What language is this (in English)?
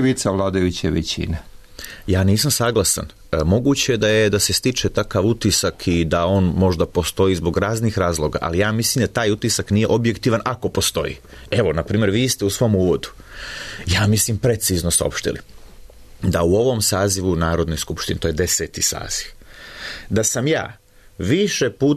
Serbian